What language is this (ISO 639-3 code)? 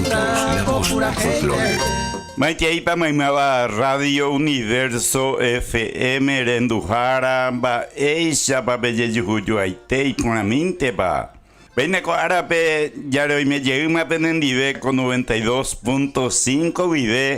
grn